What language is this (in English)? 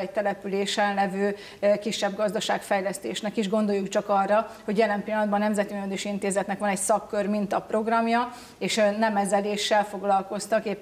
Hungarian